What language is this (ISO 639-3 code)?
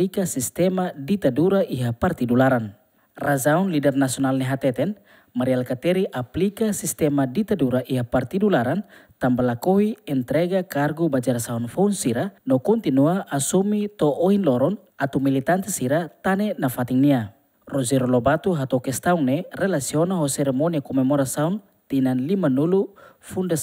tet